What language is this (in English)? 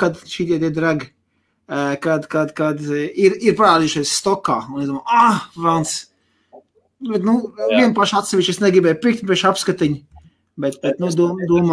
Latvian